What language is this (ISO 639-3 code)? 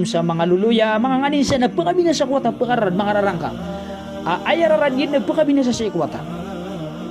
mrw